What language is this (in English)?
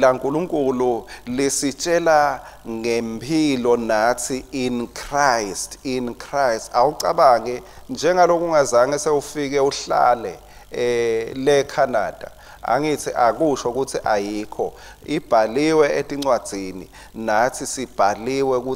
Swati